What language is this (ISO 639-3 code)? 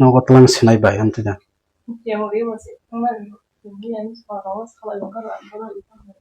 trp